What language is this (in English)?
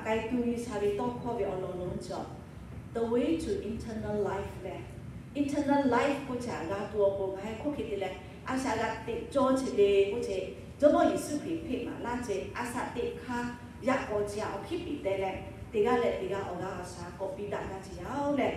Lahu